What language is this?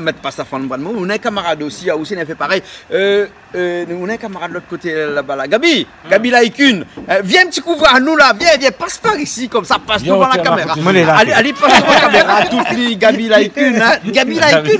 Réunion Creole French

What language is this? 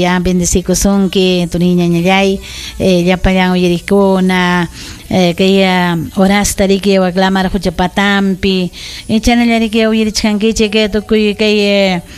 Ayacucho Quechua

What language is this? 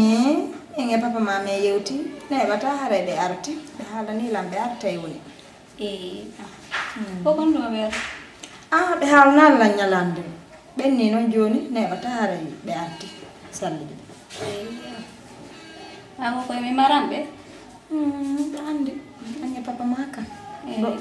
Fula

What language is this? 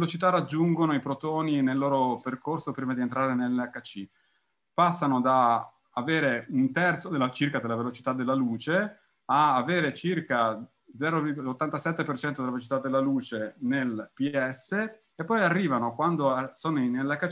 Italian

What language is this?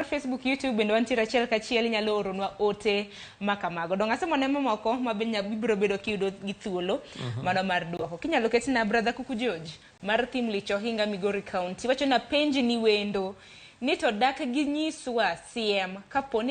Luo (Kenya and Tanzania)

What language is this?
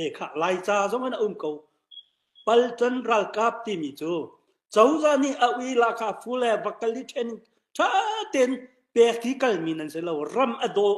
Hakha Chin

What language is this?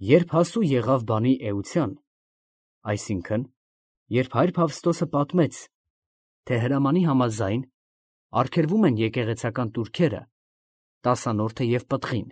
Armenian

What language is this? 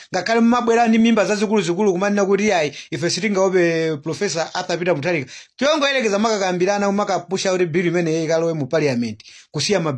Nyanja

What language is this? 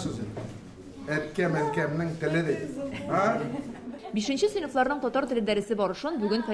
Tatar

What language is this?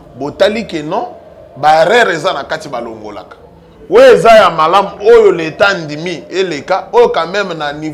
Lingala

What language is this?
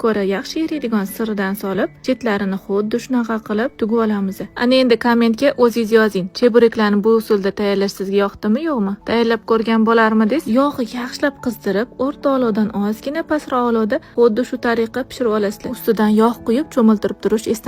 Uzbek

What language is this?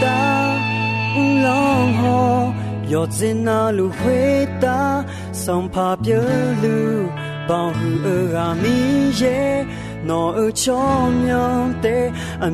Akha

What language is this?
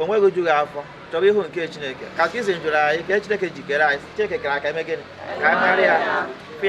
Igbo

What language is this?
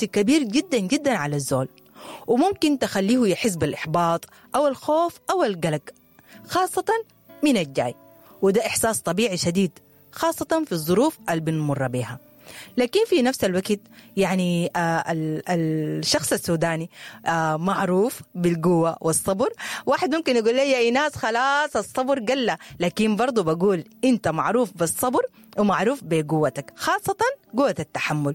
Sudanese Arabic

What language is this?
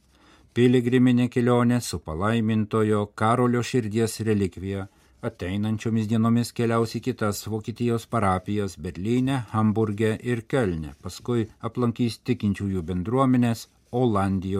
Lithuanian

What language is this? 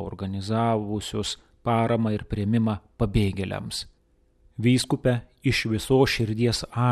Lithuanian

